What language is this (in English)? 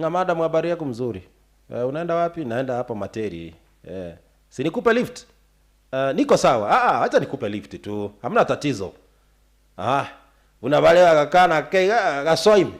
Gusii